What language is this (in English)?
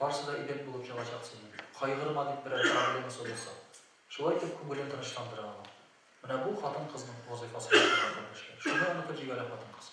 Tatar